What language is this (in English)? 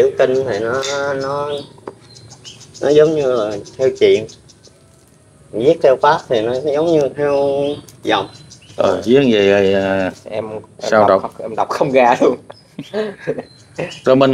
Vietnamese